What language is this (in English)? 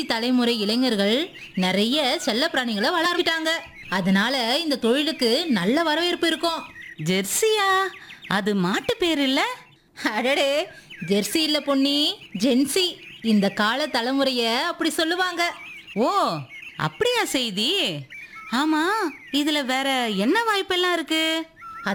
Tamil